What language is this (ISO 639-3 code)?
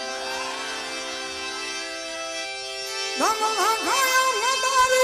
hin